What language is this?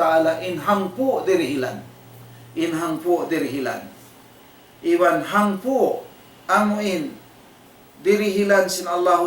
Tausug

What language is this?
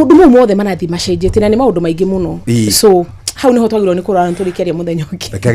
Kikuyu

